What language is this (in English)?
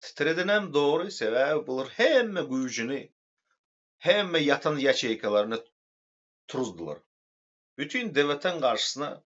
Turkmen